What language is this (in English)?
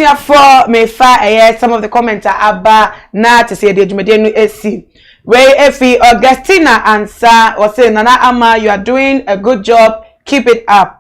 Akan